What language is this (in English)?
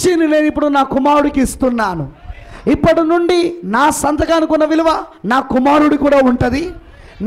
Telugu